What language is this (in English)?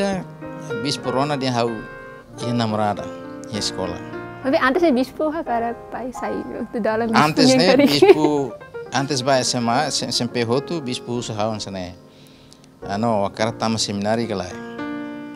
Tetum